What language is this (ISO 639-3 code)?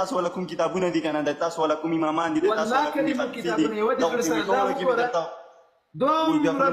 pus